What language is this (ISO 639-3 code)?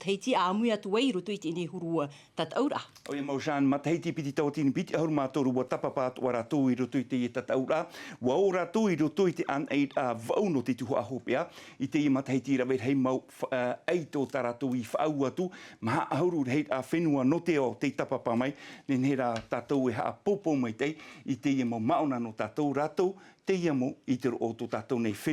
tah